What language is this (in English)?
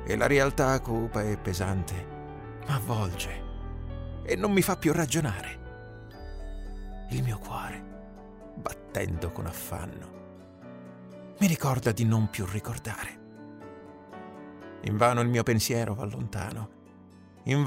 Italian